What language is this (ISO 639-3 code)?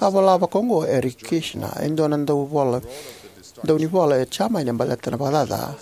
fij